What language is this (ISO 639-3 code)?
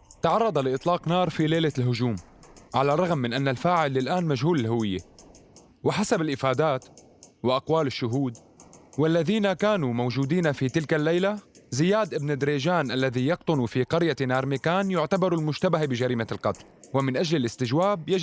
apc